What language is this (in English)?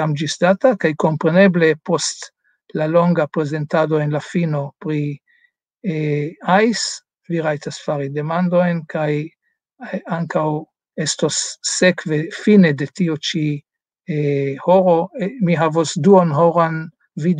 Esperanto